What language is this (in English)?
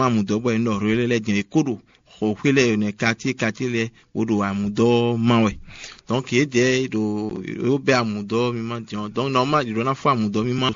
Fon